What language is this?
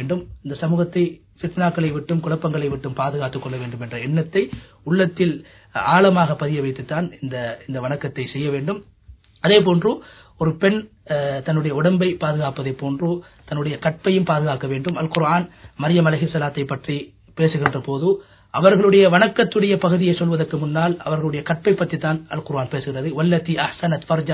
Tamil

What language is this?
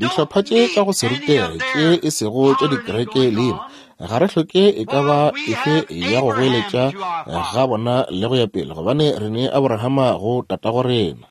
Northern Sotho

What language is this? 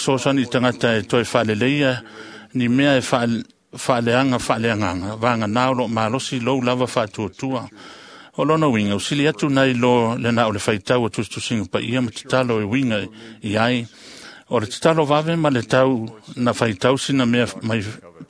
Samoan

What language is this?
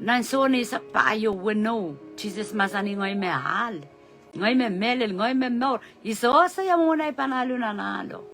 Pohnpeian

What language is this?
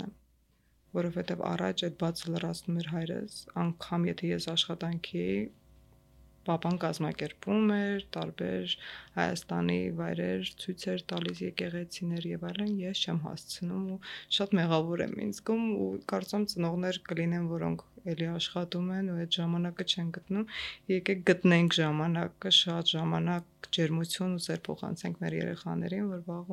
Armenian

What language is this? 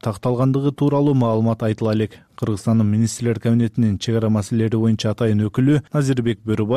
Kyrgyz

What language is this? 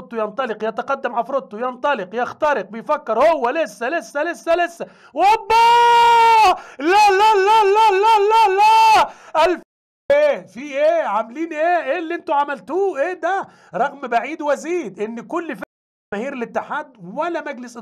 Egyptian Arabic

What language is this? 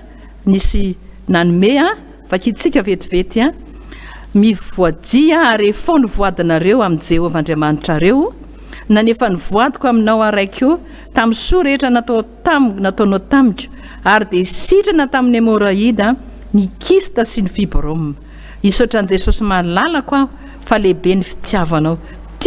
Malagasy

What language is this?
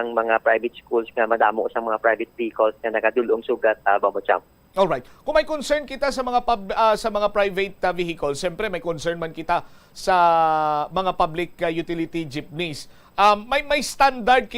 Hiligaynon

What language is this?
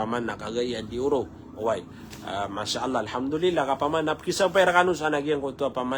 Maranao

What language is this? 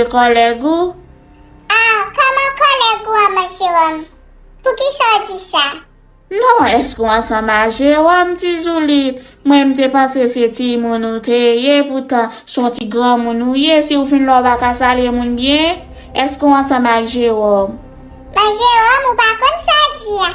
Haitian Creole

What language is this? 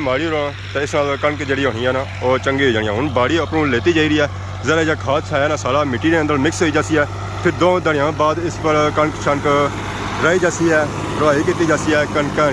Pahari-Potwari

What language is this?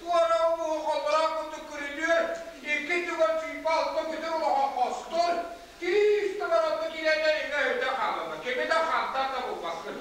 Yakut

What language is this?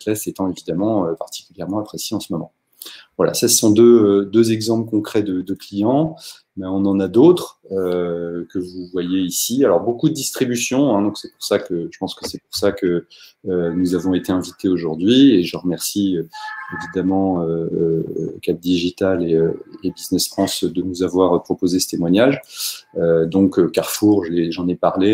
French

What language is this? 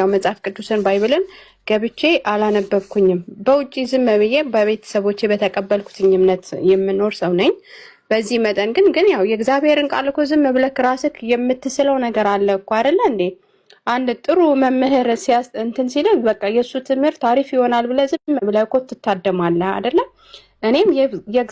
Amharic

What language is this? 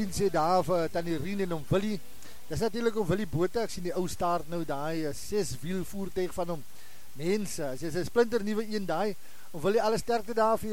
Afrikaans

